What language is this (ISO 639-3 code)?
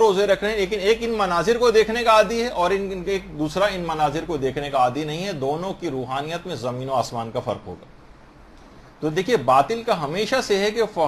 urd